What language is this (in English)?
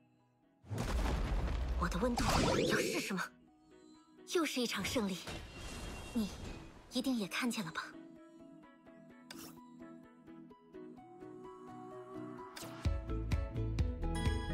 Chinese